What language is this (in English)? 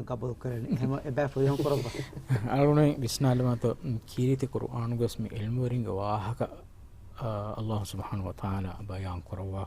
Divehi